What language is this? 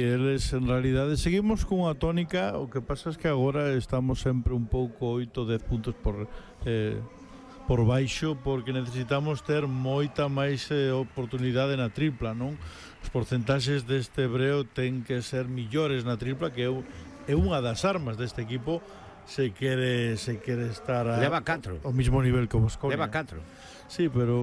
Galician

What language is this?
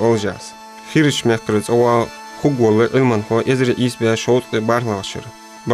Ingush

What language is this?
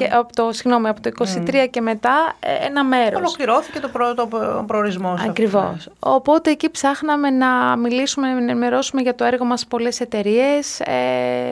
Greek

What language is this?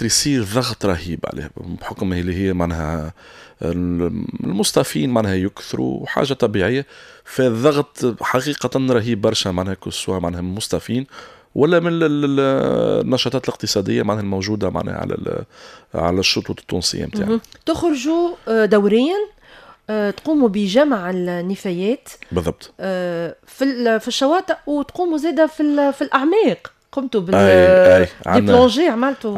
Tunisian Arabic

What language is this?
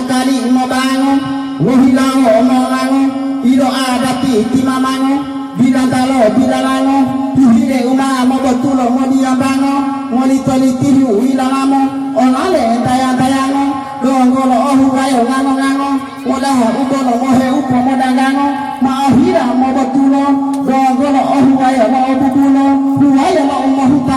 Gorontalo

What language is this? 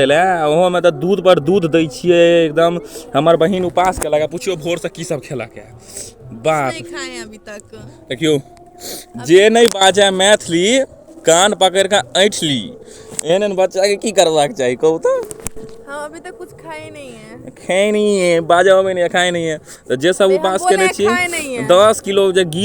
Maithili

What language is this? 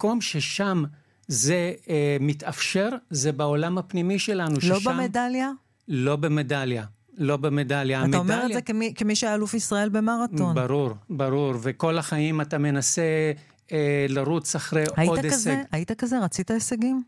Hebrew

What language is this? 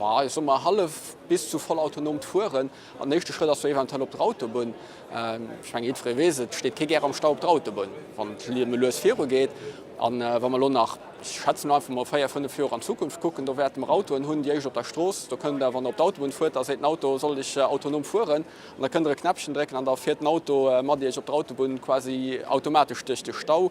Luxembourgish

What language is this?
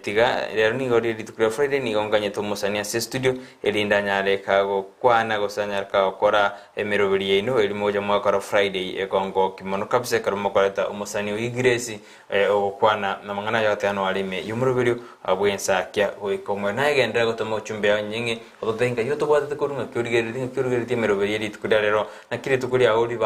Gusii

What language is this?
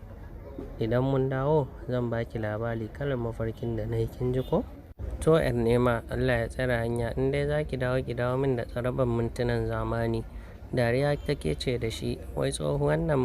Hausa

